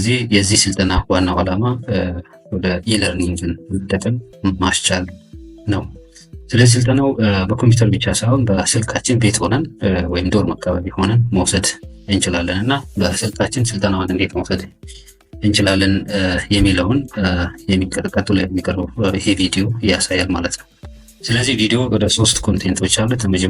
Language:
Amharic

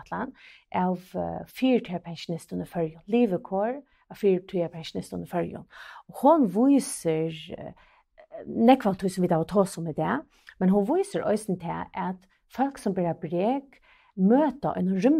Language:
Faroese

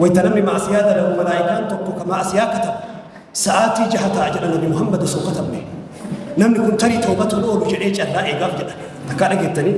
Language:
Oromo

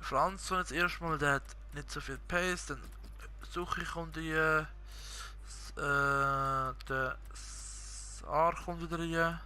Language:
Swiss German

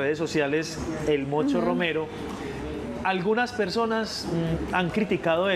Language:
Spanish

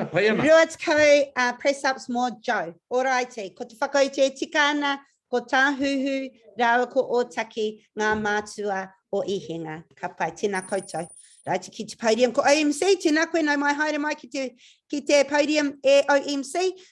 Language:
Māori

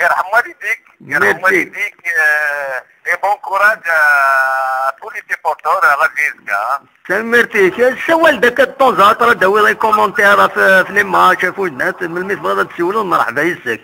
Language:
Kabyle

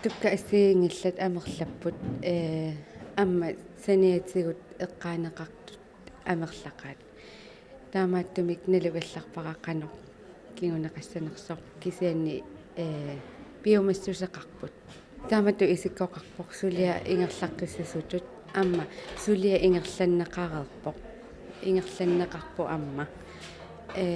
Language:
Kalaallisut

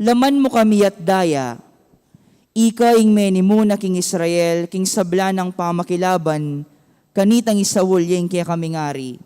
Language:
Pampanga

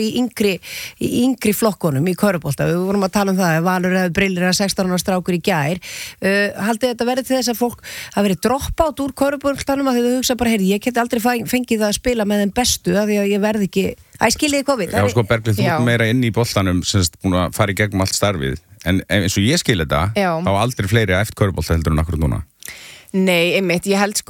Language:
Icelandic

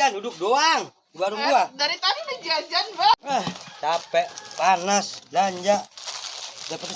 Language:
Betawi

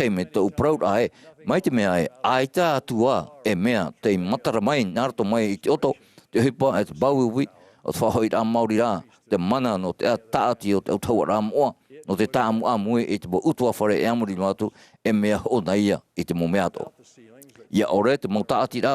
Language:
Tahitian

